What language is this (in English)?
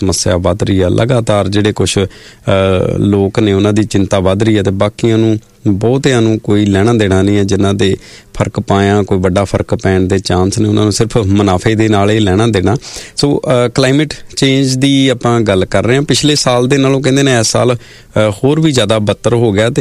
Punjabi